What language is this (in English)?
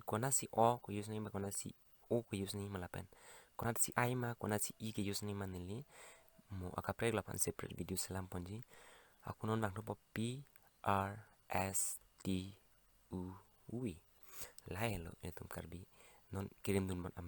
Karbi